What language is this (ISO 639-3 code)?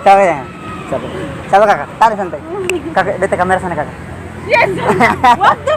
abs